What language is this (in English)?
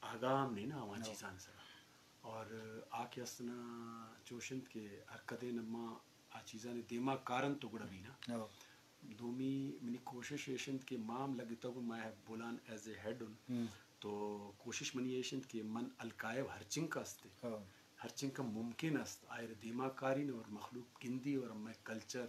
Eastern Balochi